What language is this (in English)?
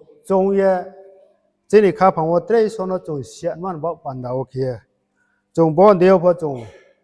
Riang (India)